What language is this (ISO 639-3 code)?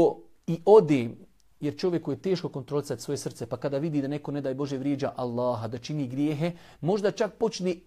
bos